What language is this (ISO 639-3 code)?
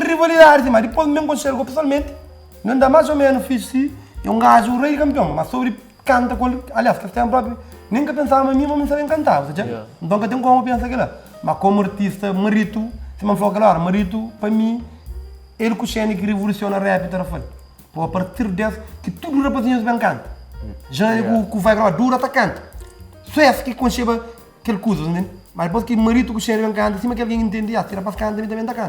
kea